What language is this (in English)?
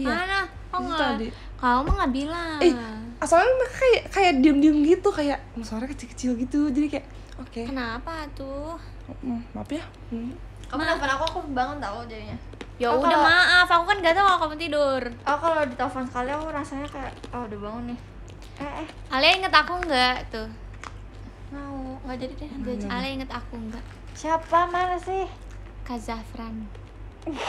Indonesian